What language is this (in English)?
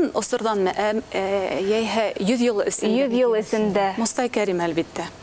Bashkir